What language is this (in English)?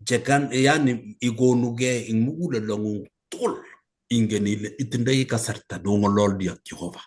Kalenjin